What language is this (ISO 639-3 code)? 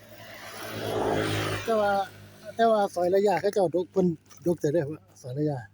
lao